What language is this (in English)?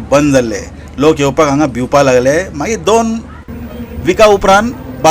Konkani